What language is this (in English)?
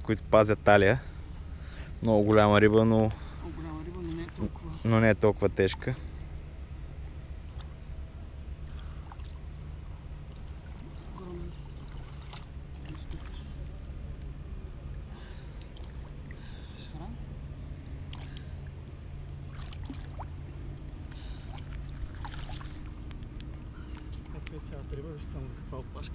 Bulgarian